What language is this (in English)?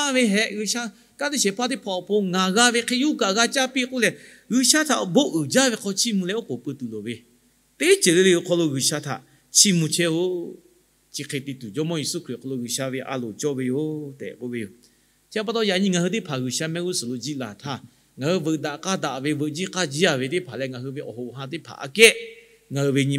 Lahu